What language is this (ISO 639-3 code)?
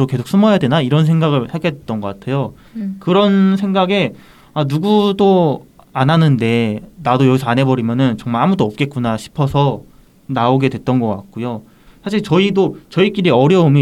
kor